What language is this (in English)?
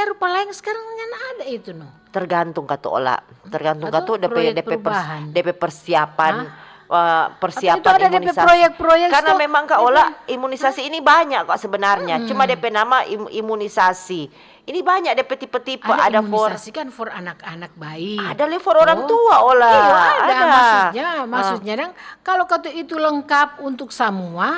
Manado Malay